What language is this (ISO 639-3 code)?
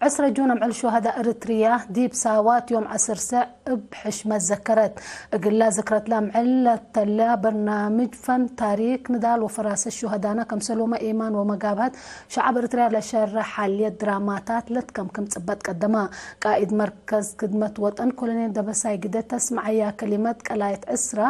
tig